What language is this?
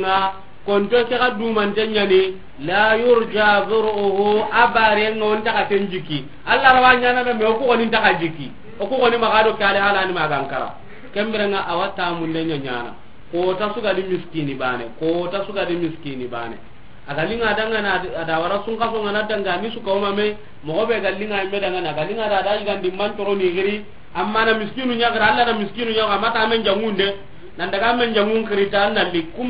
Soninke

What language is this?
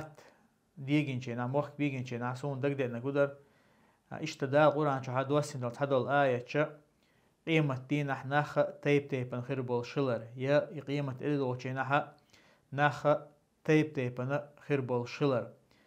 Chechen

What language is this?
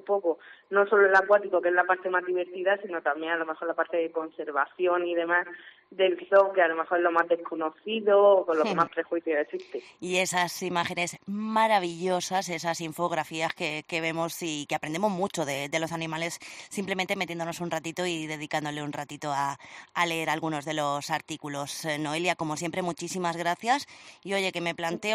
Spanish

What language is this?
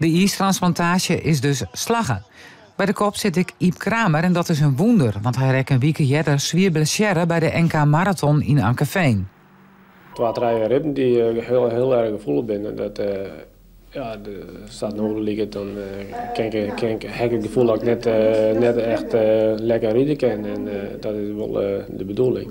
Western Frisian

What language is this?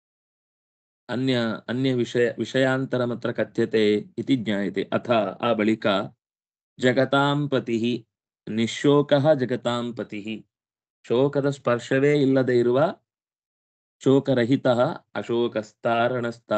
Kannada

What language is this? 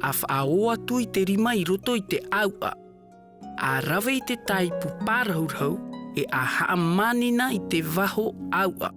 Tahitian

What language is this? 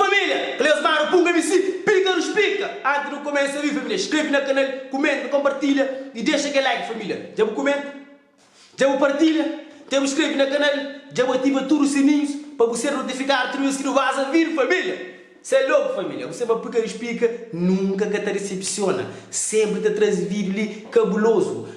Kabuverdianu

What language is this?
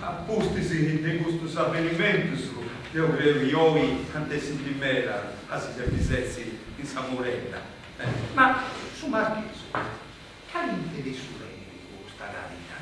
Sardinian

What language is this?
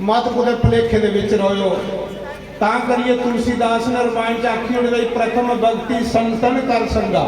Dogri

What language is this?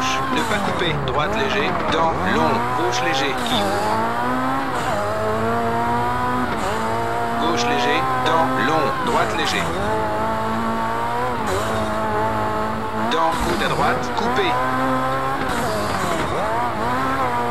French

